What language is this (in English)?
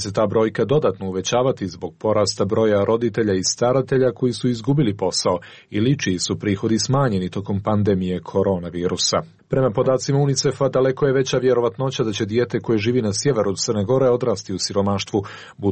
Serbian